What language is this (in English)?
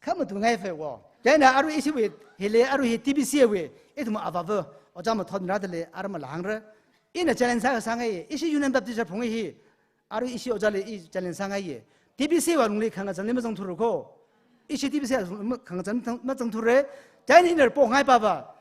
Tangkhul Naga (India)